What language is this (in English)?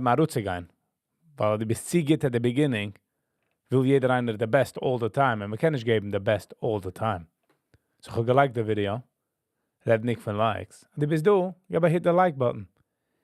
Yiddish